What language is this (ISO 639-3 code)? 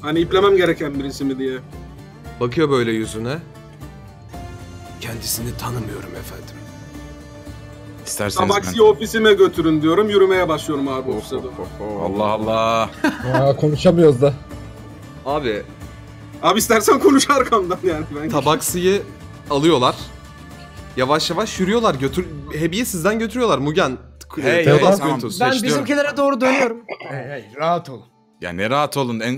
tur